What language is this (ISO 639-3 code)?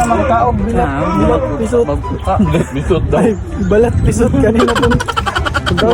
ceb